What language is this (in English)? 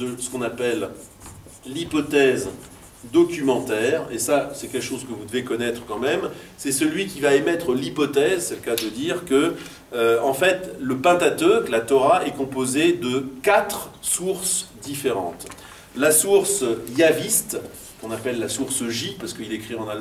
French